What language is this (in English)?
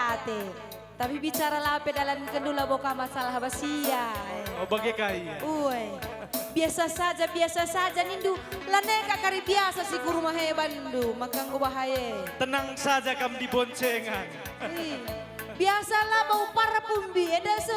Batak Karo